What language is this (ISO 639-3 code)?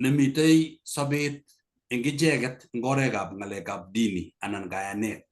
kln